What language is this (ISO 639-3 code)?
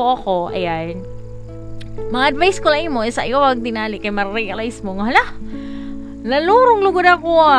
fil